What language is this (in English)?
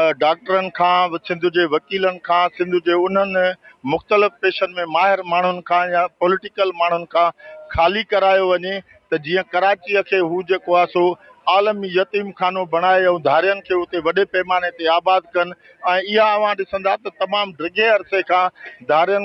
Sindhi